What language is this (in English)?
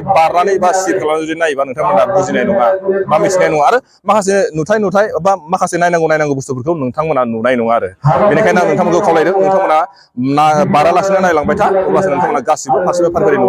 Bodo